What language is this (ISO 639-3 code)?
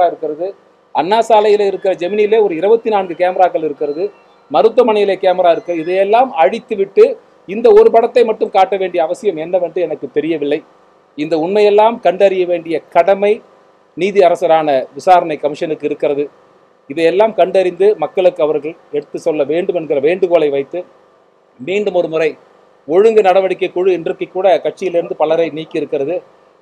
tam